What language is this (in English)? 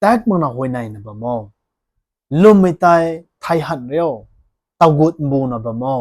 Rongmei Naga